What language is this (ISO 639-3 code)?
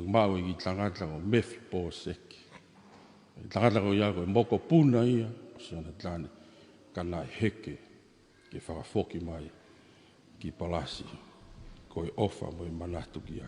ton